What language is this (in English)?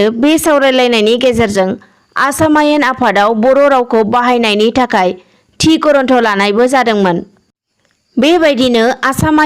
Bodo